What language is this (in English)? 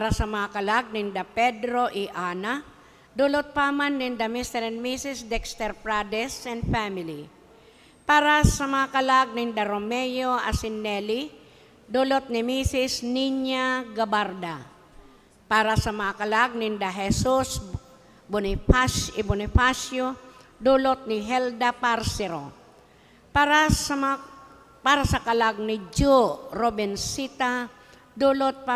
Bikol